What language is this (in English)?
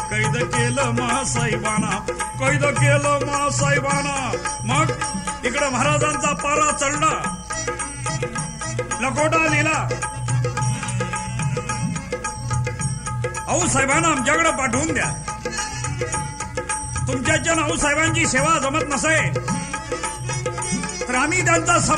Marathi